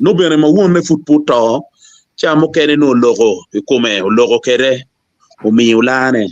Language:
Acoli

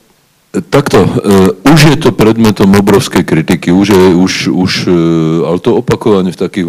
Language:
Slovak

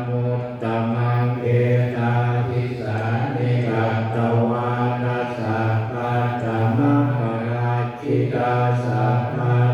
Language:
Pali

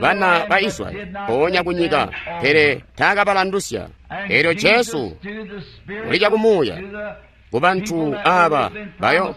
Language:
Tonga (Zambia)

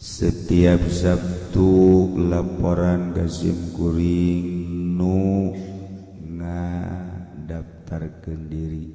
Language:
Sundanese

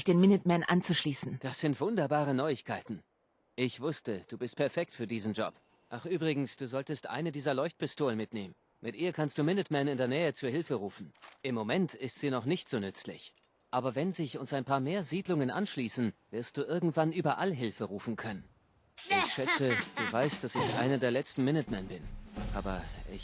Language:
Bavarian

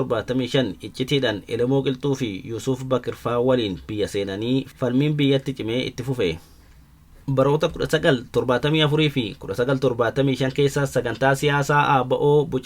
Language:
Oromo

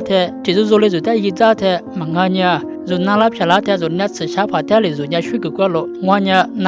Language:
Lisu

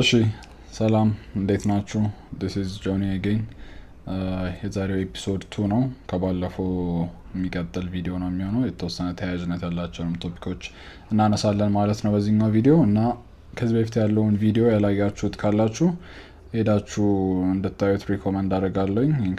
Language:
Amharic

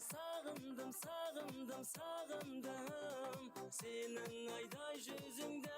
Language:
Kara-Kalpak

